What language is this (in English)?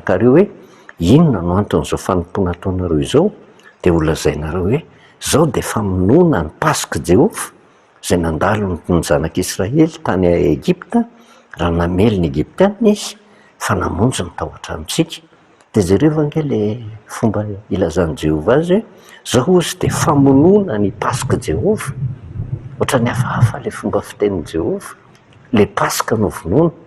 Malagasy